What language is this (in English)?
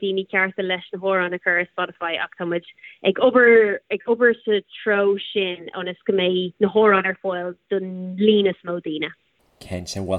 Irish